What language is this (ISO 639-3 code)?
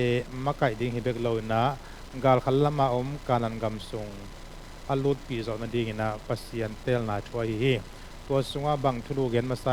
ctd